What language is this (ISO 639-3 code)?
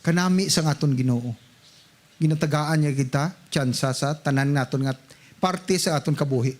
hil